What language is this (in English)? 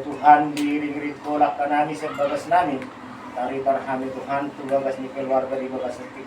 Batak Toba